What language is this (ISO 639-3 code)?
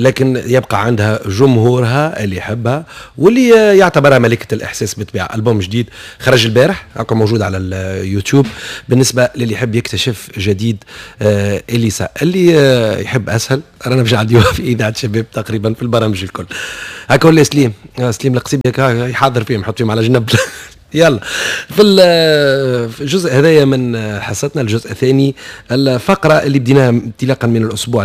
aeb